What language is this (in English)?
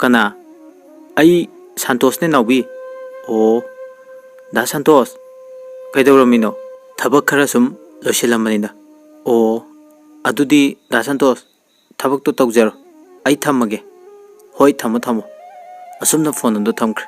Manipuri